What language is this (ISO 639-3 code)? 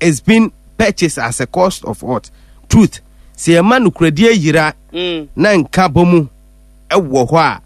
aka